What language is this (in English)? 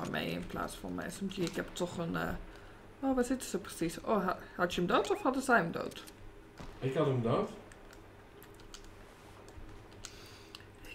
Dutch